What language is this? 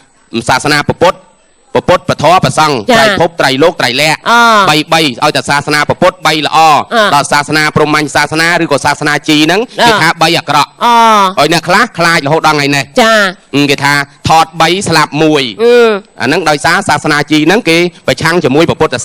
Khmer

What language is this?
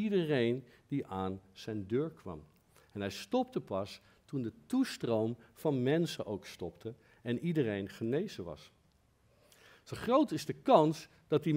Dutch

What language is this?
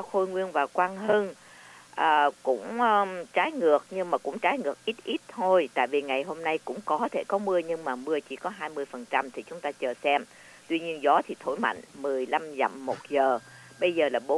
Vietnamese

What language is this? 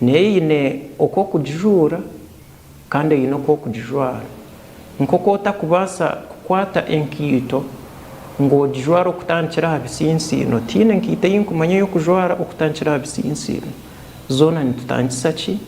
Nyankole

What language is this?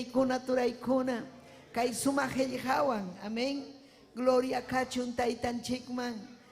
Ayacucho Quechua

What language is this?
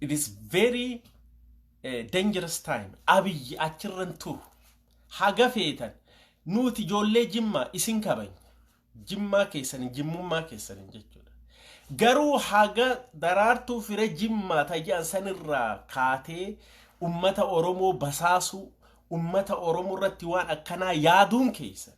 Oromo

